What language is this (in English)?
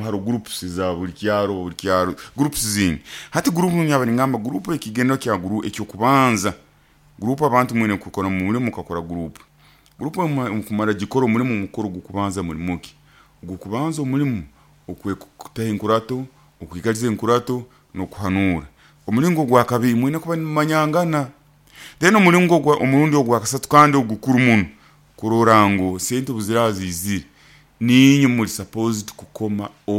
Nyoro